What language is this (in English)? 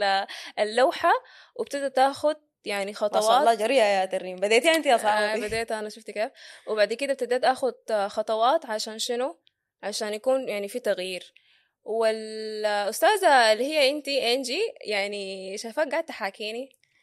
Sudanese Arabic